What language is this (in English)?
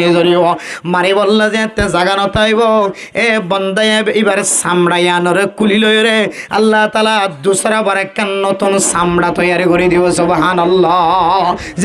Rohingya